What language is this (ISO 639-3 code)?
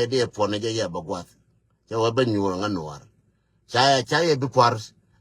nus